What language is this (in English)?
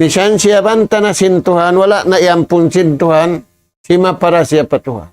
Tausug